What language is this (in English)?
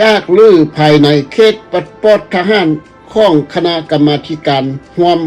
Lao